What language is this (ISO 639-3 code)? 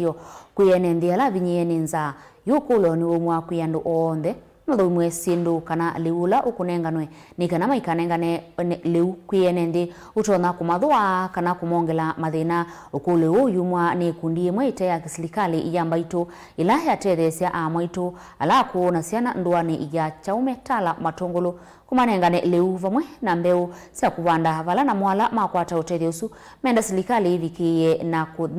kam